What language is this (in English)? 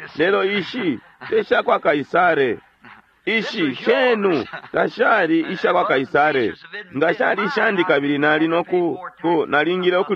Bemba